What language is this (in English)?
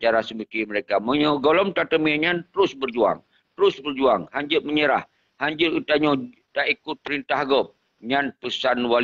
Achinese